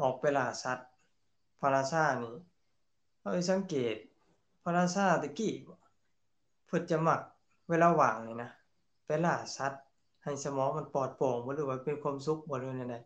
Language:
Lao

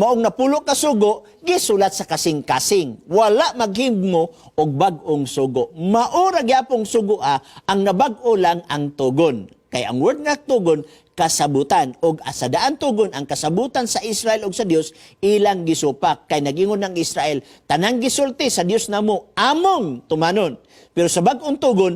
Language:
Cebuano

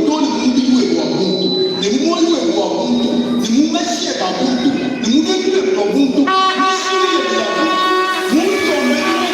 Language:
Luba-Lulua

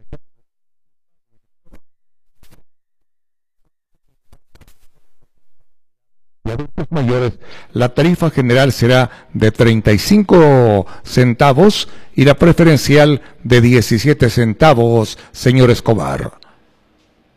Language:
Spanish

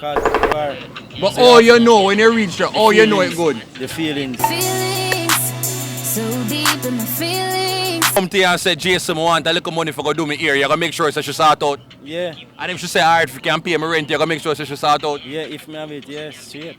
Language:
Jamaican Creole English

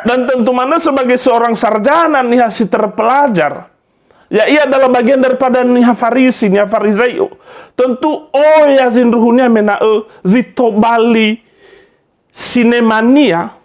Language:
Nias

